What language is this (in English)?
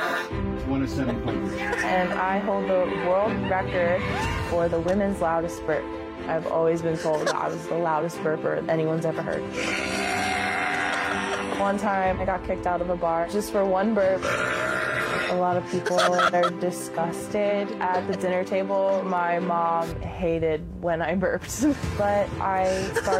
English